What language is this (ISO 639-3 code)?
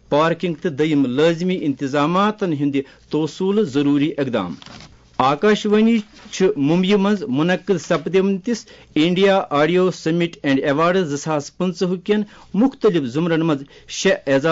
kas